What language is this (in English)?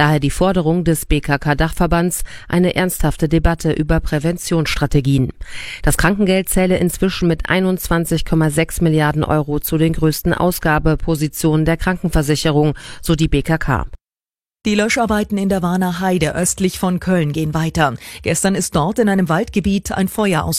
German